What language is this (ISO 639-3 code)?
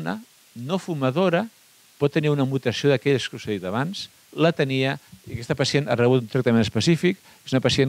cat